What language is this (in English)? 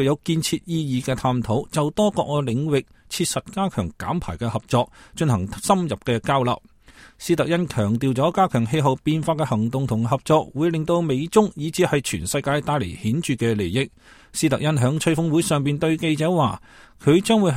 Cantonese